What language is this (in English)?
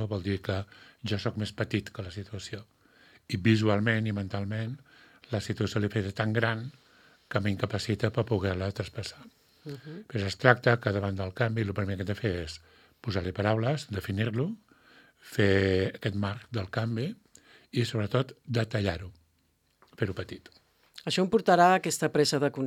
Catalan